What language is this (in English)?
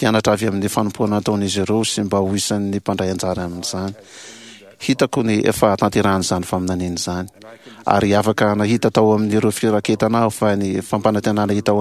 Malagasy